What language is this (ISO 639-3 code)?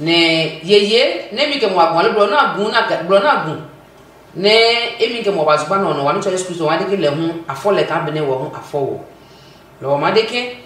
ada